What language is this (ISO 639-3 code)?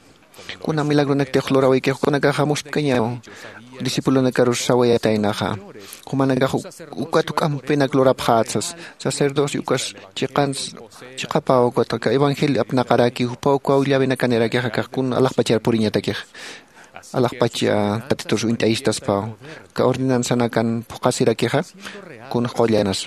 aym